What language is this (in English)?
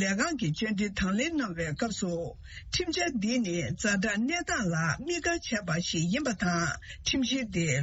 Tibetan